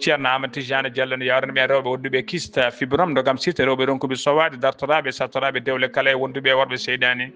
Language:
Fula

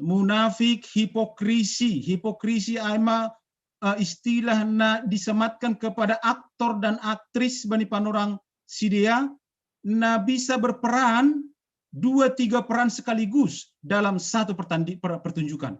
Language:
Batak Simalungun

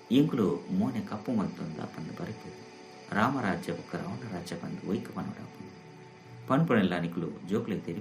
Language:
Tulu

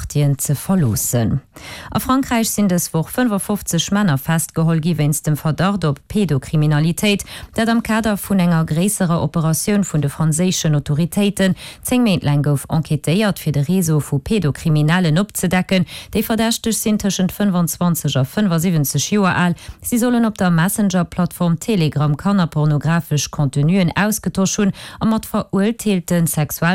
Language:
Luxembourgish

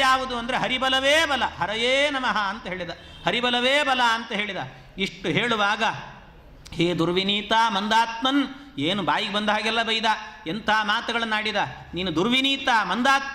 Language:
Kannada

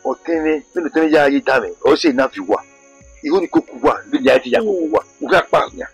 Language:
Bini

